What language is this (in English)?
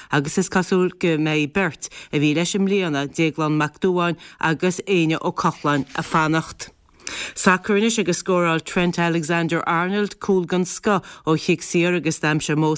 Irish